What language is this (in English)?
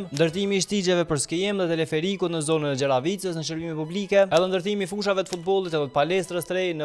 Albanian